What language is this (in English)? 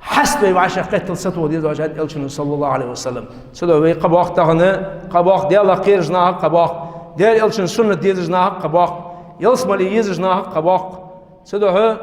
Ingush